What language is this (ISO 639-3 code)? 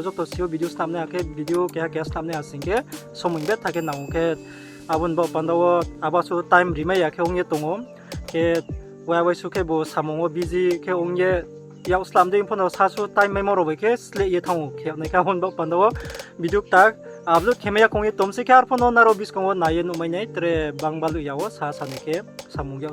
ria